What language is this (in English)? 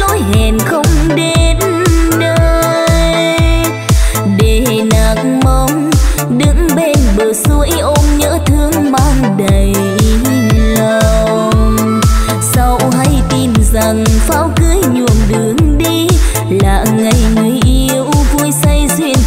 Vietnamese